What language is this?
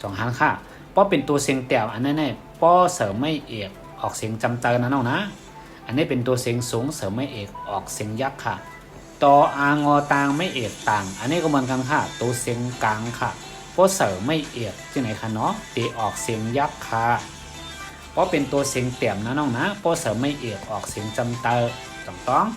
Shan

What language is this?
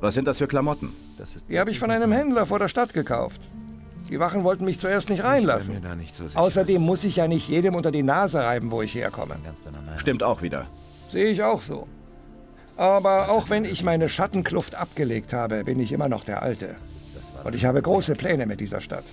Bavarian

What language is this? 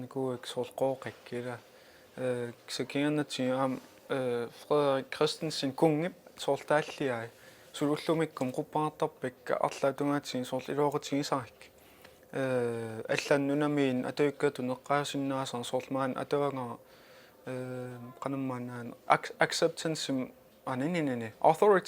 Kalaallisut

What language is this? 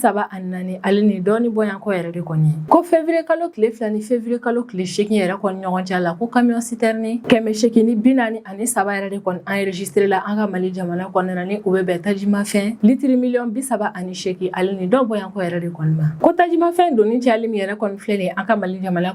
Bambara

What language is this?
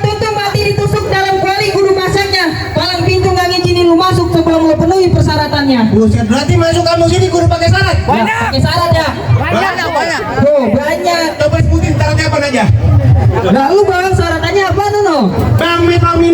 Betawi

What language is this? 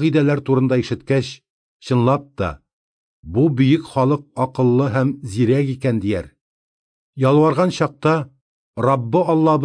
Tatar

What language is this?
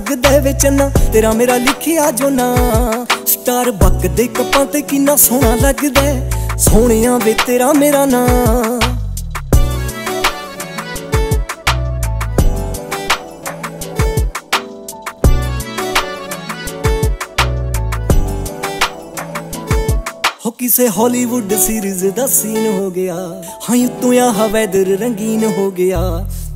Punjabi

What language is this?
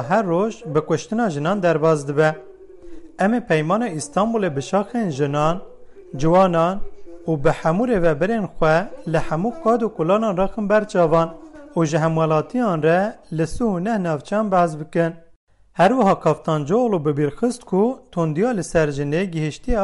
Kurdish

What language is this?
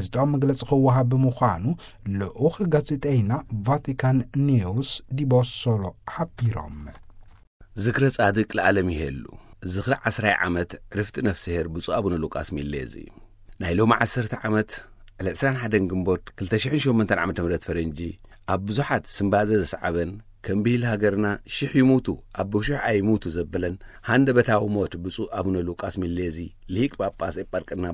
Tigrinya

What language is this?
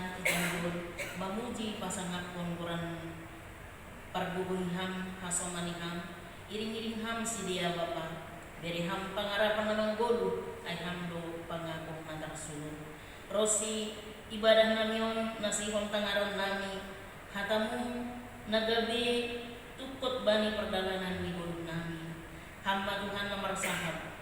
Batak Simalungun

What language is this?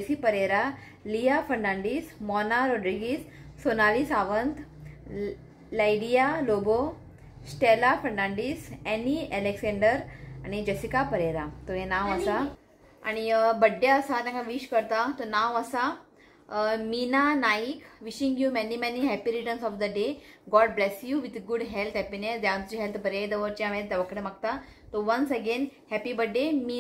Konkani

